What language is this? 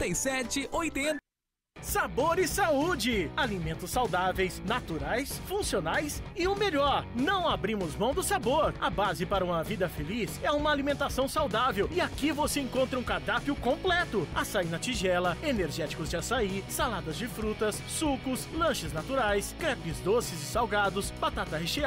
Portuguese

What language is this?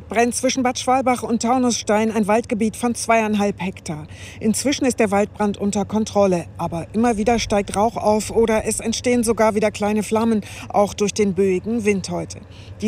German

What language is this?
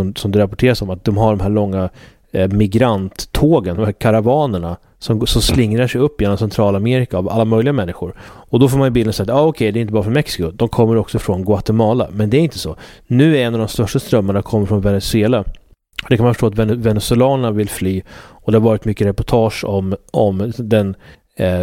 Swedish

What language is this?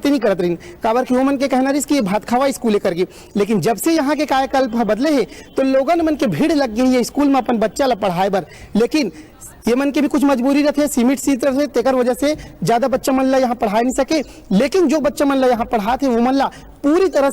Chhattisgarhi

